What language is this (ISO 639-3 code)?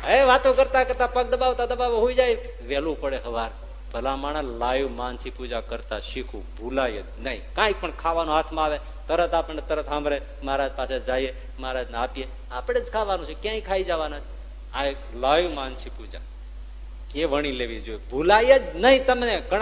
guj